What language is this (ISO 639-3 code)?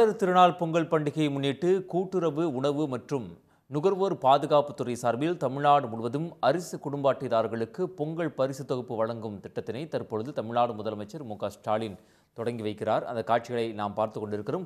tam